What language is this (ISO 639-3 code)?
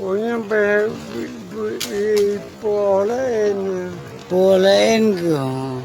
ace